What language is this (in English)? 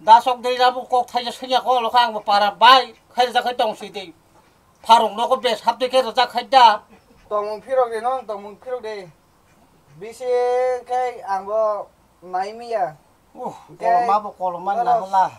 Kok Borok